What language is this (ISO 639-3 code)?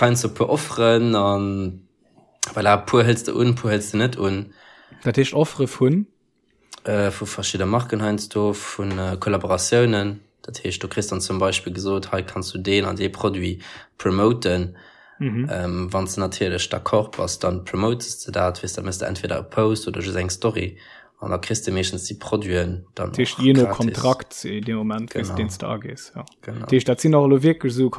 ltz